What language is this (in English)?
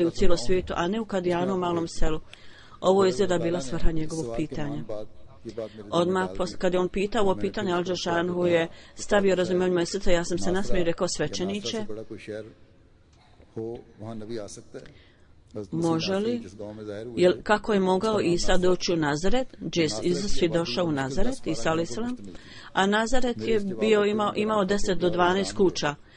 Bosnian